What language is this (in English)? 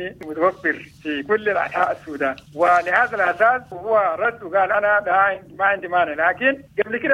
Sudanese Arabic